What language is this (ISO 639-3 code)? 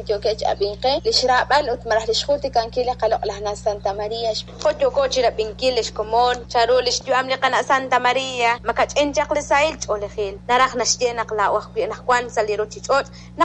kek